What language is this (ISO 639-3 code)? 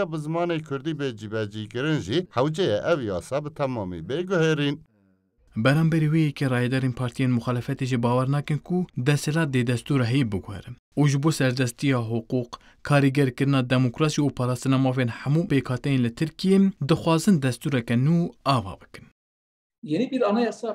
kur